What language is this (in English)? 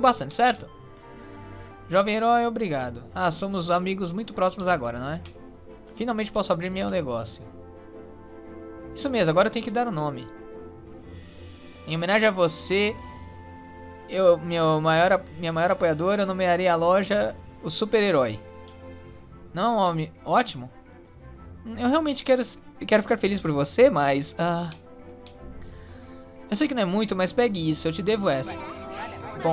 Portuguese